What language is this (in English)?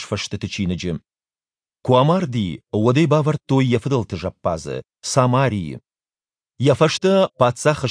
Ossetic